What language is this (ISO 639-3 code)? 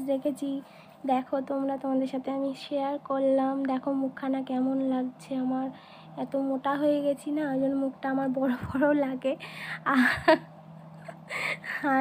ben